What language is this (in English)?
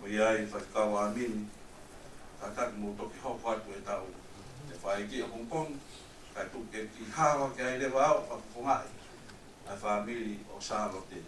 Tongan